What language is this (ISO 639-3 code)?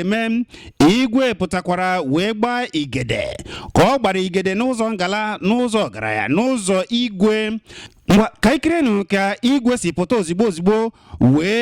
ibo